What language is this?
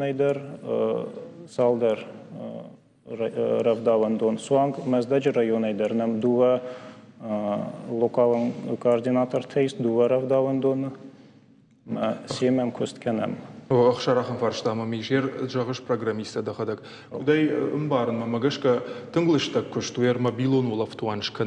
Ossetic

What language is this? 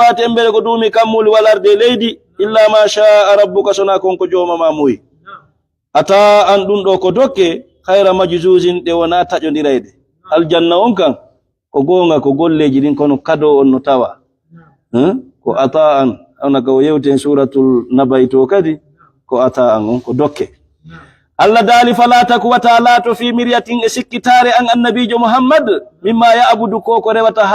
Fula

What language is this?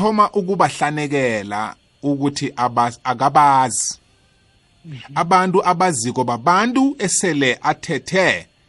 South Ndebele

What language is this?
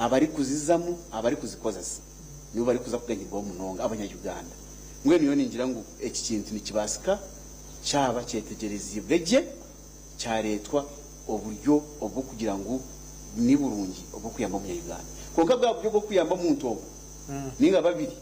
Nyankole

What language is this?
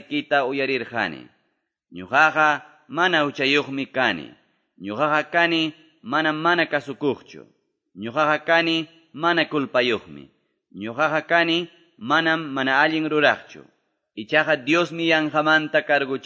Quechua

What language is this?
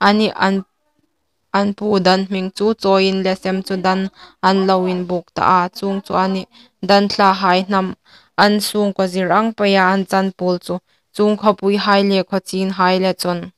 Hmar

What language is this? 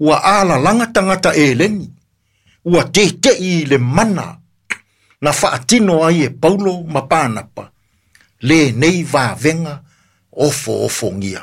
Samoan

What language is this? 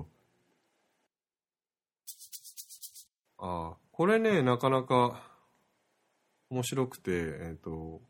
Japanese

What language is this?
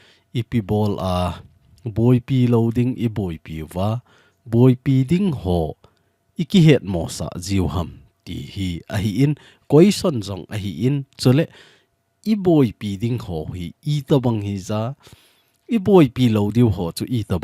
Thado Chin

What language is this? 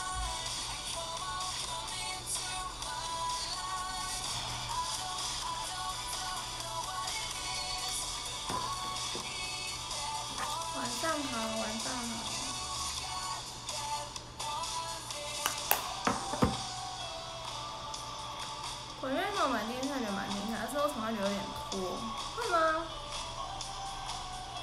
Chinese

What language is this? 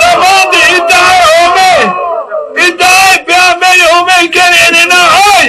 Zaza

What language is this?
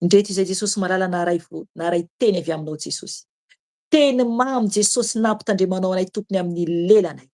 Malagasy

